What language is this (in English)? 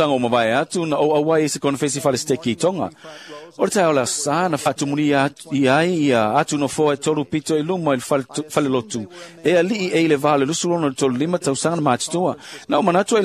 Samoan